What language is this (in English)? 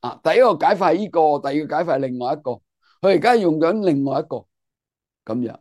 Cantonese